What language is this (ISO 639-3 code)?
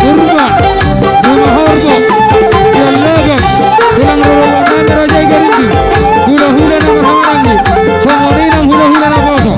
bbc